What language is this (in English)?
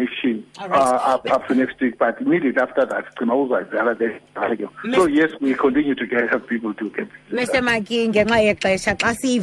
Xhosa